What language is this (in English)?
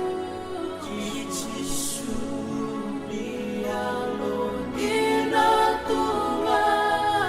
Fijian